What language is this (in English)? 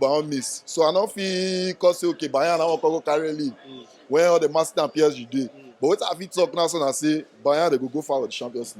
Nigerian Pidgin